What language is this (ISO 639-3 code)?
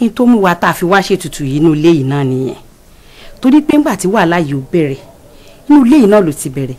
yor